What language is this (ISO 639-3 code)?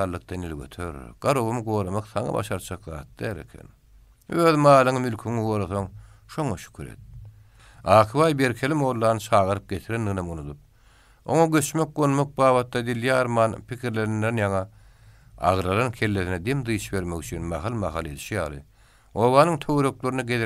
tuk